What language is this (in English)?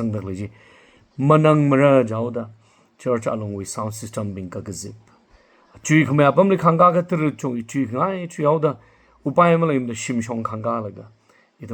Tangkhul Naga (India)